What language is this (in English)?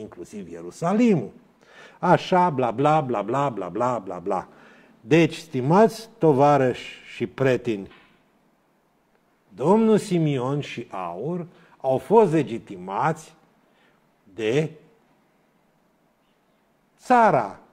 Romanian